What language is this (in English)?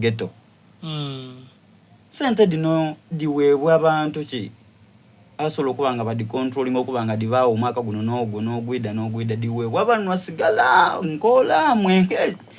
Soga